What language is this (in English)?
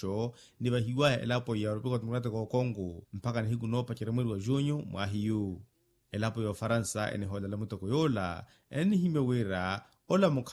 Makhuwa